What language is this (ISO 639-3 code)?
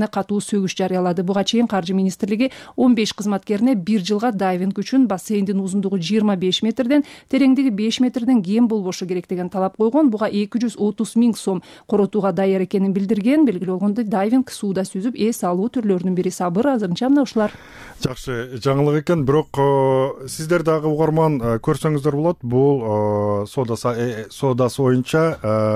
kir